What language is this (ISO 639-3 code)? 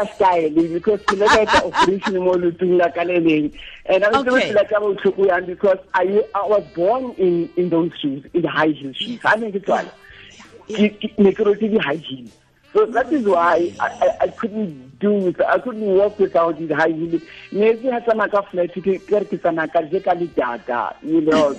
tsn